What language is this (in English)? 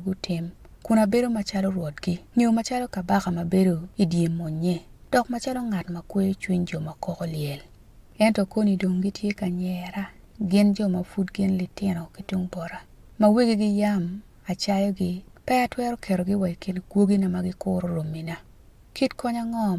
Acoli